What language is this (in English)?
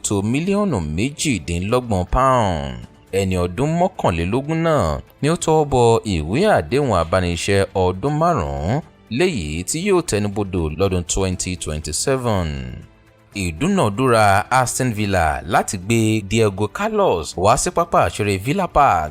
Yoruba